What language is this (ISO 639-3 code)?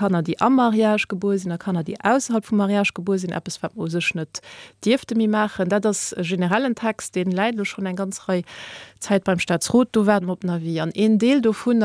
ltz